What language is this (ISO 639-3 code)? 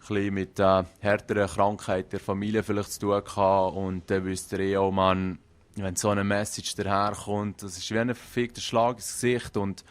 gsw